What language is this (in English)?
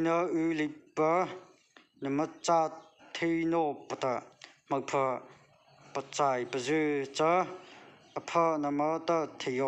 Mara Chin